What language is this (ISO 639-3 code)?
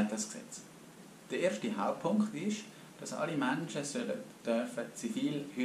gsw